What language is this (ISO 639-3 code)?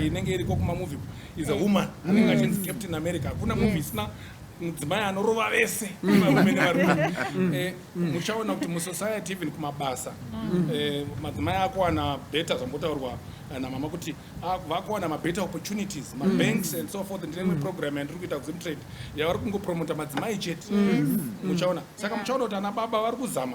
sna